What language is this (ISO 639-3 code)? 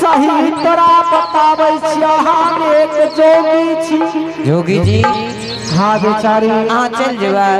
anp